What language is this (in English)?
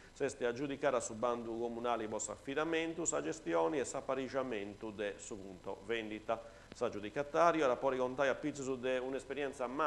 Sardinian